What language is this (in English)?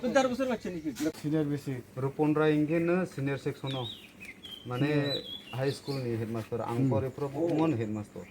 Kok Borok